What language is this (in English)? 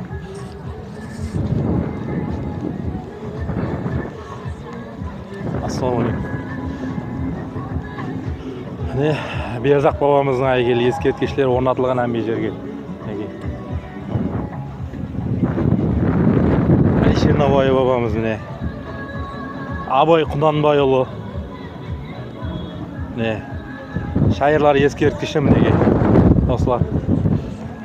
Kazakh